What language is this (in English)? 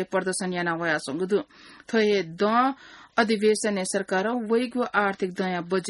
Newari